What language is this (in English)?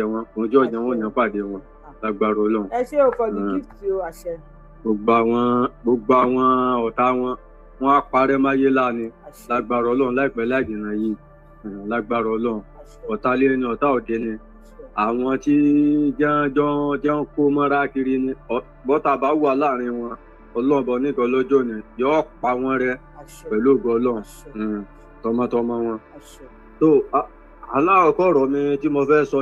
Yoruba